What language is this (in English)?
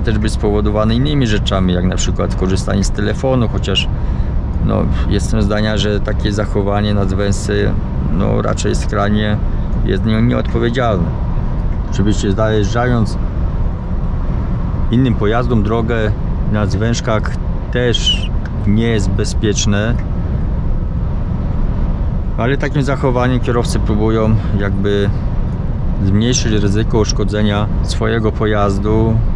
Polish